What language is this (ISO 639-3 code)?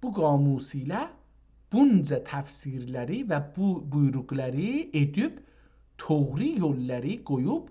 azb